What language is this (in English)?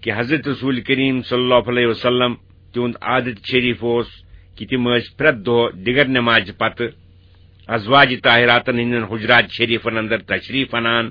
Kashmiri